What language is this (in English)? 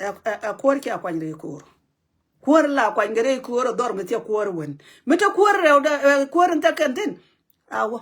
Nuer